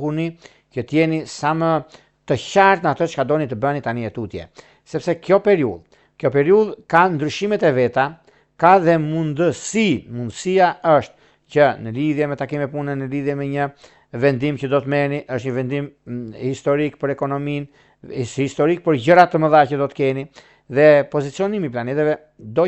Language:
Albanian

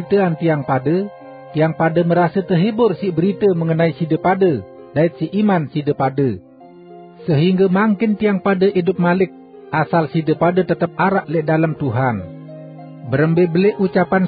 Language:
Sasak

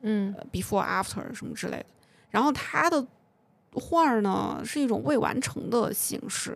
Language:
Chinese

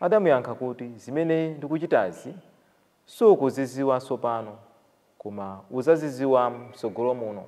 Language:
Nyanja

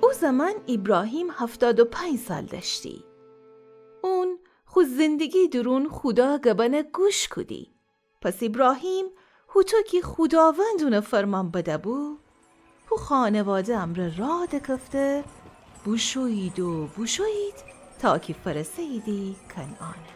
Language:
Gilaki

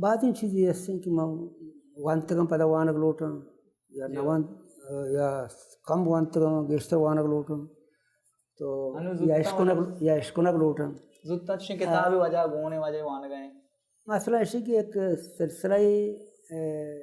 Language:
Baluchi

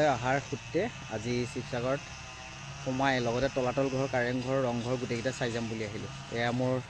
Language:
Assamese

